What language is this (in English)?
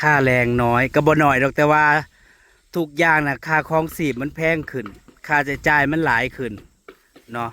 Northeastern Thai